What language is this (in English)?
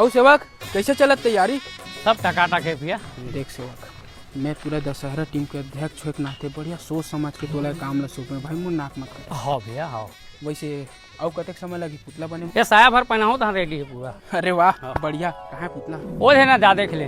Chhattisgarhi